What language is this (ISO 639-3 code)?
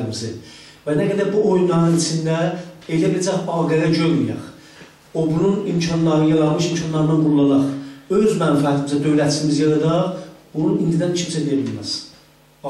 azb